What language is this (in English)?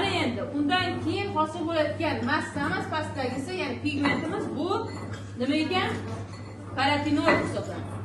Uzbek